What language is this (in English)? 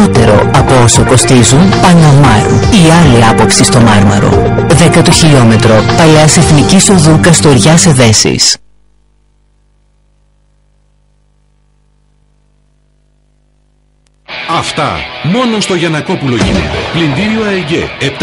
Greek